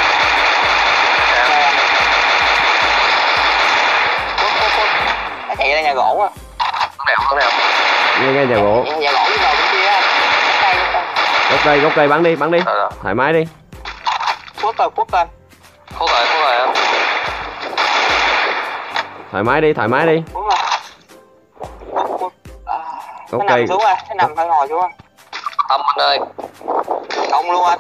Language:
Vietnamese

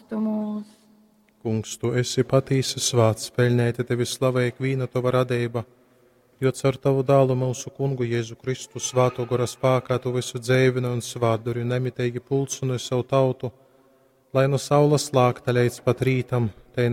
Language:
Latgalian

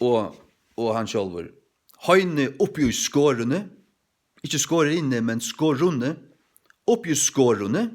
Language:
Faroese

